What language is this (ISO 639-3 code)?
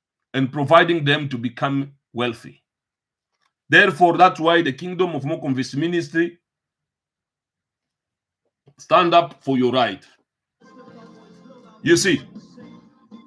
eng